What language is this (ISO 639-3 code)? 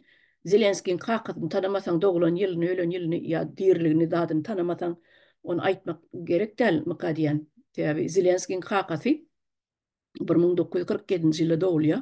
tuk